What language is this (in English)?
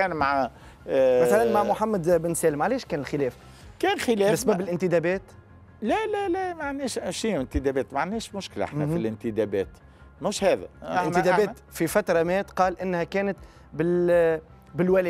Tunisian Arabic